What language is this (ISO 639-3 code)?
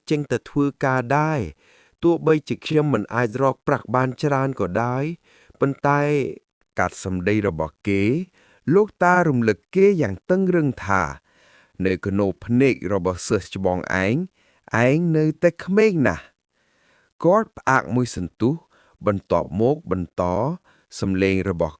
khm